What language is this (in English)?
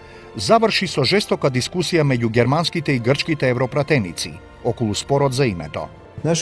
Macedonian